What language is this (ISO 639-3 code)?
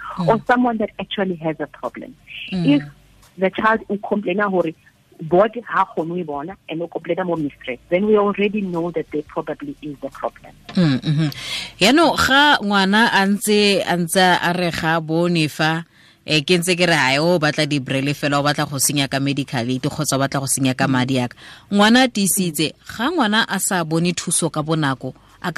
tsn